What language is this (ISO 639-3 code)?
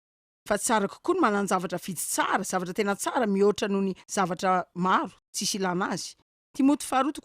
mlg